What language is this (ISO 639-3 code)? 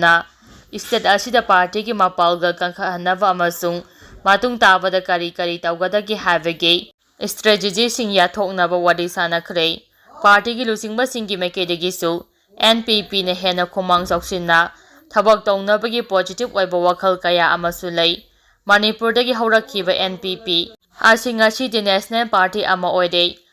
mni